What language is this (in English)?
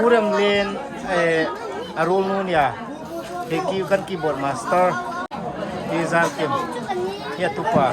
Hmar